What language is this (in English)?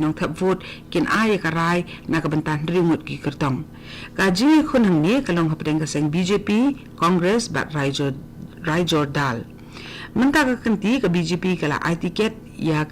Khasi